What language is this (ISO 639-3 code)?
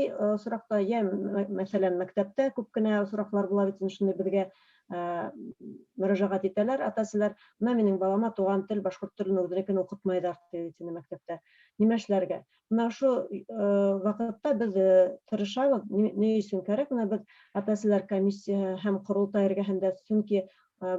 bak